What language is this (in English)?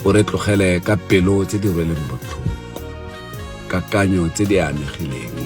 Tswana